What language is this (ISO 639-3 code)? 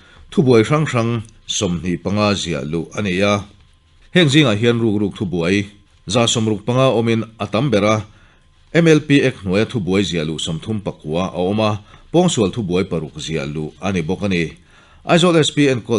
lus